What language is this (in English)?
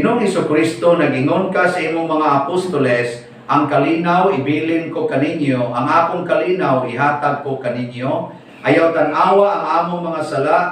Cebuano